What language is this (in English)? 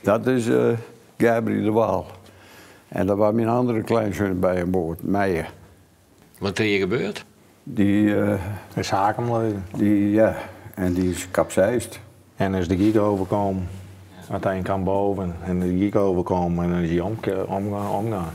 Western Frisian